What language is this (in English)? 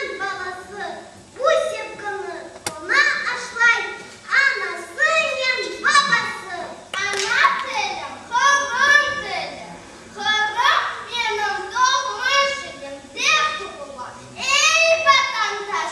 Crimean Tatar